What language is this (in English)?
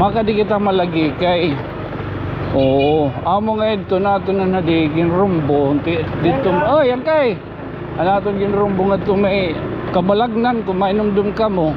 Waray